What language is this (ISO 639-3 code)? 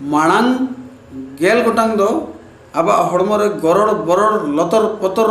sat